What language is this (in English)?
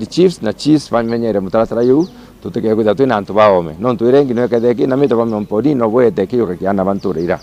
Meru